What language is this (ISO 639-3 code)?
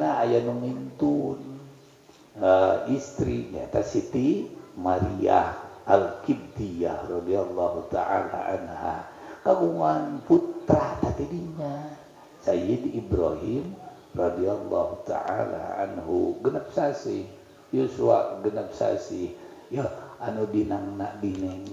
sun